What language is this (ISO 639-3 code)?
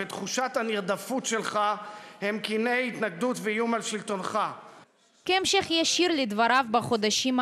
heb